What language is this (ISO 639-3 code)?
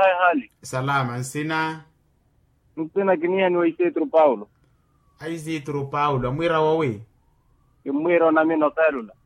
vmw